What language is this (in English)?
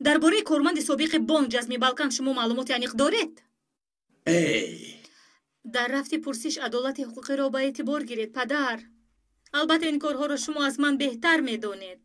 Tajik